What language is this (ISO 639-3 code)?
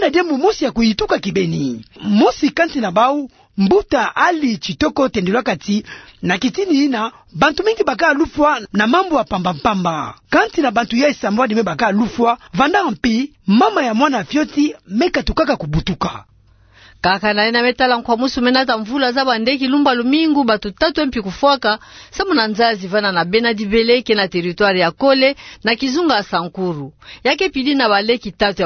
ktu